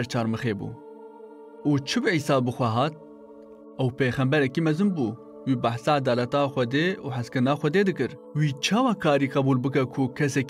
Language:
Kurdish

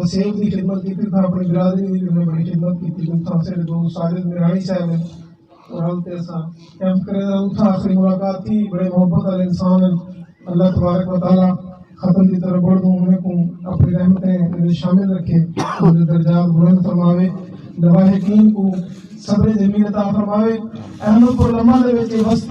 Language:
Saraiki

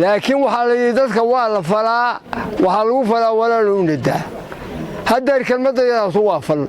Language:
Somali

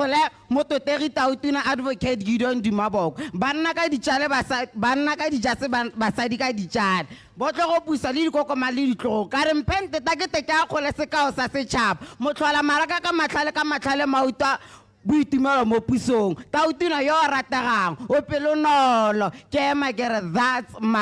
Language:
Tswana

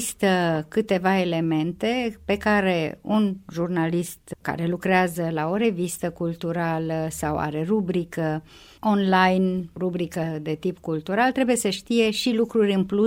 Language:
Romanian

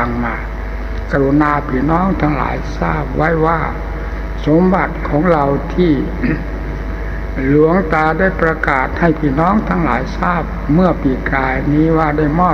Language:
Thai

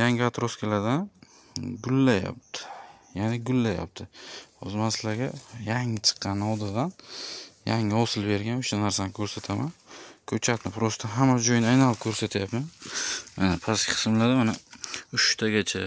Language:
Uzbek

